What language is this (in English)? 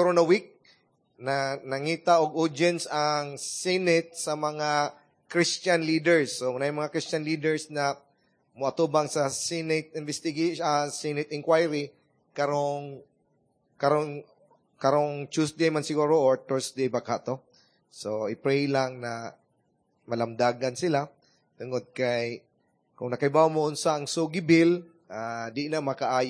Cebuano